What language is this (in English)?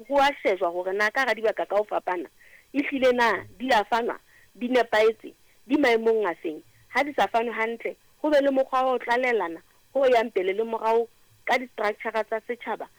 Southern Sotho